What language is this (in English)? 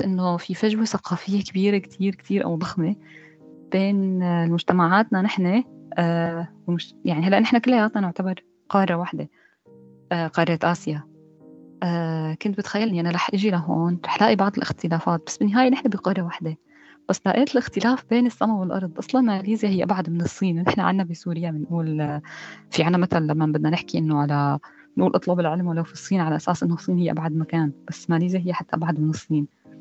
North Levantine Arabic